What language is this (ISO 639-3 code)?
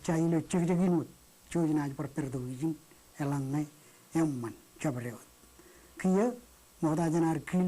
mah